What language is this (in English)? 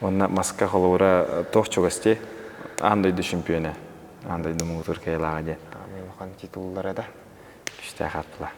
Yakut